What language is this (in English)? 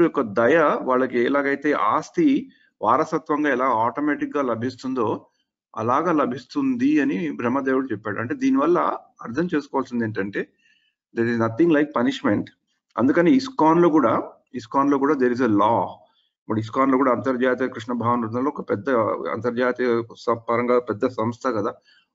Telugu